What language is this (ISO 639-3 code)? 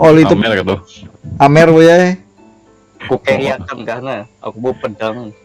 bjn